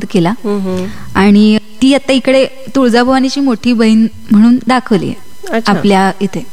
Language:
Marathi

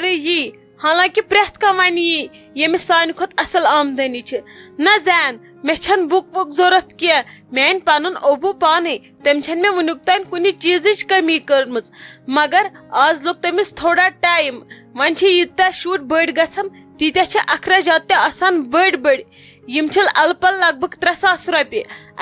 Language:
Kashmiri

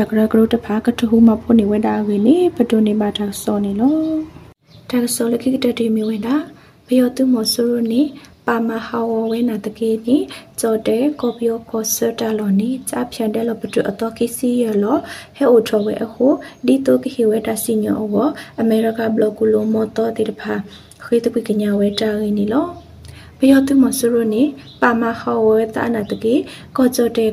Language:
Burmese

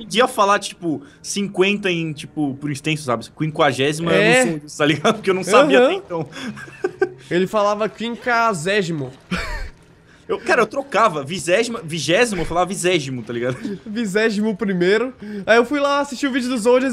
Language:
Portuguese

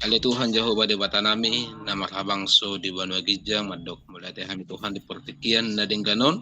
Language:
Batak Toba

